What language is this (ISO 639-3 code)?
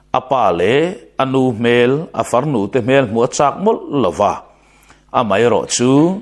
lus